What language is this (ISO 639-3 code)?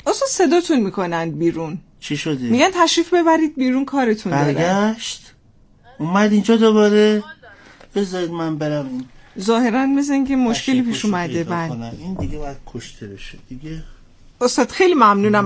fas